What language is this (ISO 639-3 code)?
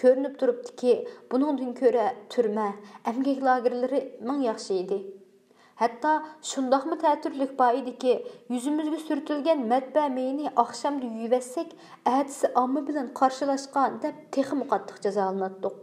uig